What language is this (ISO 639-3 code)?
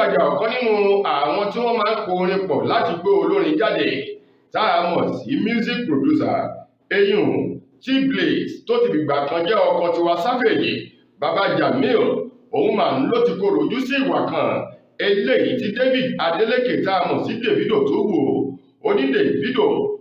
yor